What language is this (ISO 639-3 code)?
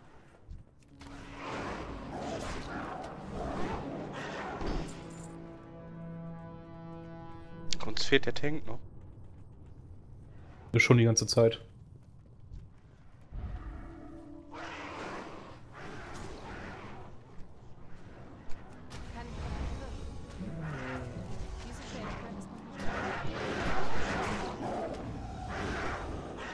deu